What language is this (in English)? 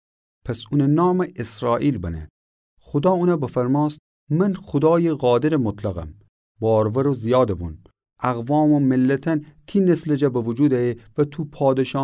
Gilaki